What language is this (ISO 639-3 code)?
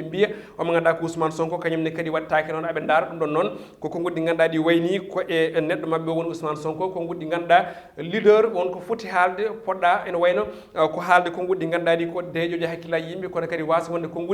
ful